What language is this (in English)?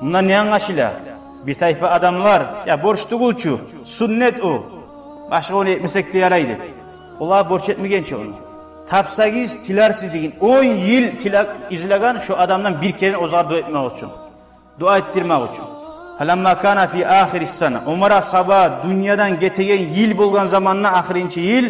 Kumyk